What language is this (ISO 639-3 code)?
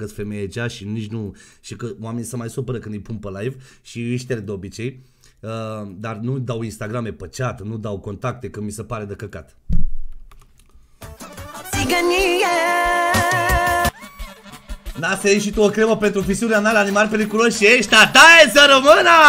ron